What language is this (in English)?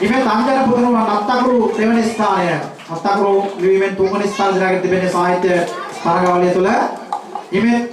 Sinhala